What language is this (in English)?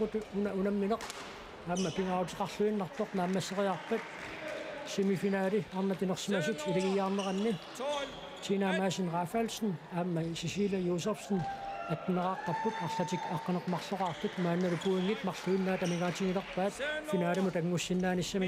Kalaallisut